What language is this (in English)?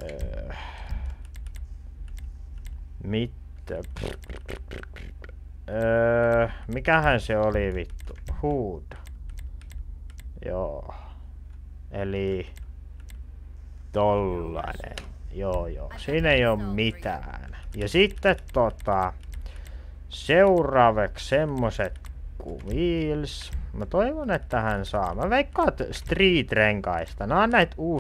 Finnish